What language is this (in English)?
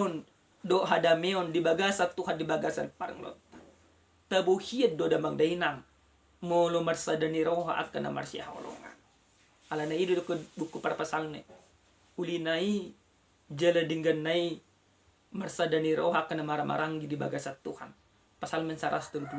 Batak Toba